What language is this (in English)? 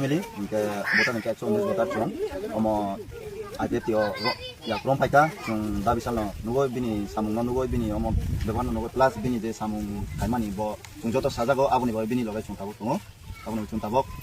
Kok Borok